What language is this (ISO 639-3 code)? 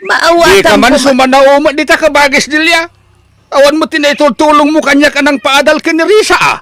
ilo